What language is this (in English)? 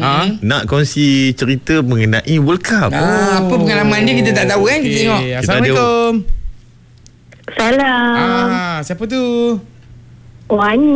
Malay